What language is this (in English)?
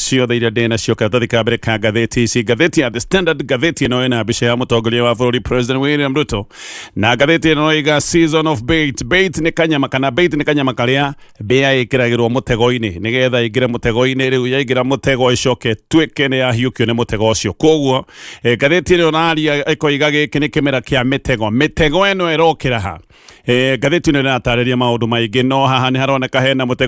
Kikuyu